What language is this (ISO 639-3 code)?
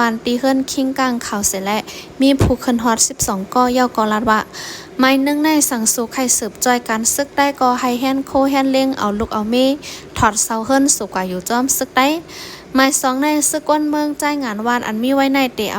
shn